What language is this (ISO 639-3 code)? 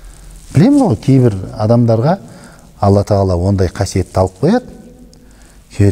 kaz